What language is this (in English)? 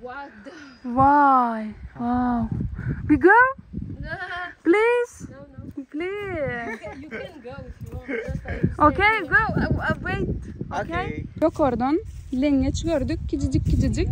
Turkmen